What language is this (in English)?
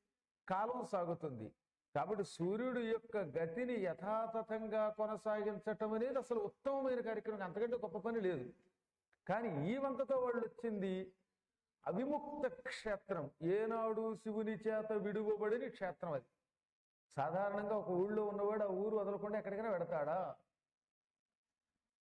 Telugu